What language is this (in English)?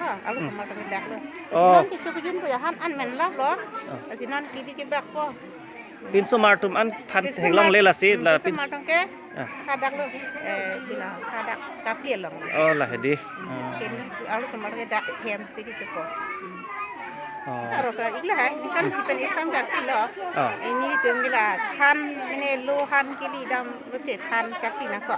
Karbi